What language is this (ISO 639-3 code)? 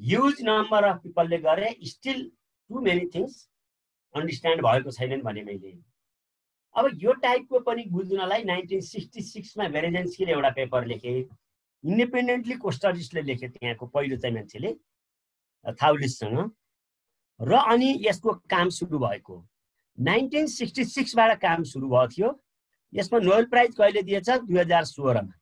nep